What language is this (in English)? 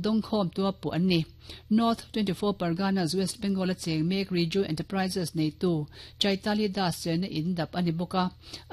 Mizo